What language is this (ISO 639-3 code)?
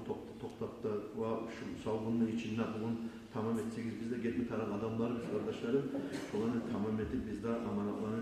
kum